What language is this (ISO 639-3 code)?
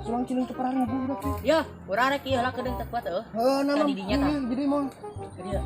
sun